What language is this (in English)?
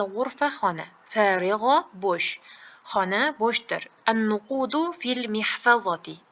Uzbek